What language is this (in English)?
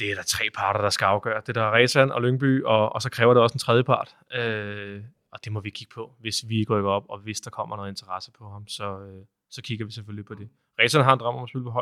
Danish